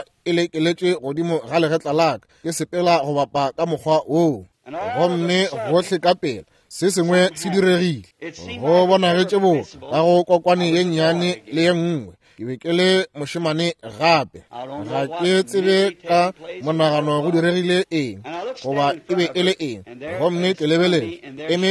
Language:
Northern Sotho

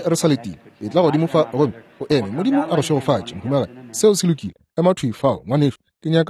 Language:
Northern Sotho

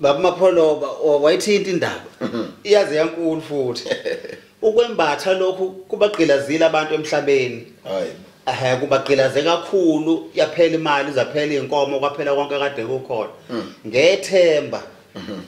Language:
Zulu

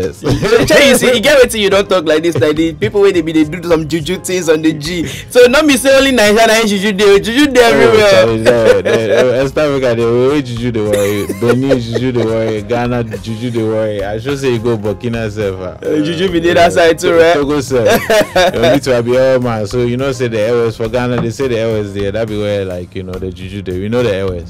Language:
Nigerian Pidgin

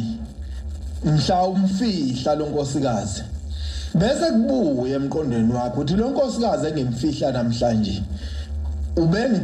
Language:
Zulu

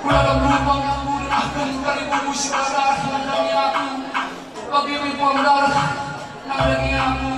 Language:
Batak Karo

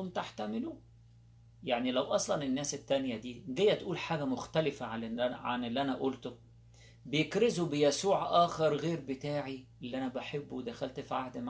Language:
Egyptian Arabic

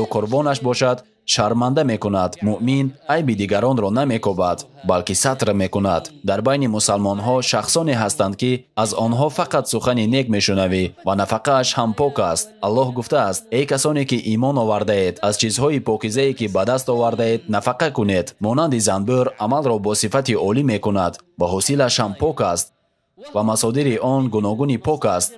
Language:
Tajik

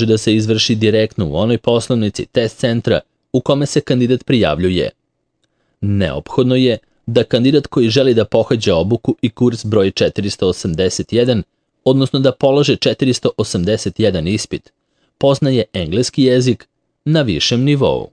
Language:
Serbian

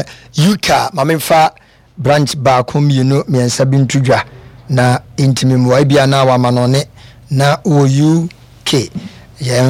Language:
Akan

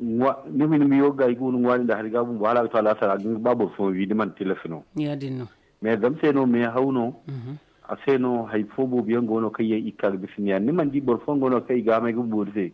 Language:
Zarma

